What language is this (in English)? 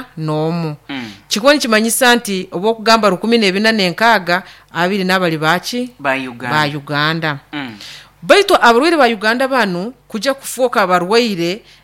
Nyoro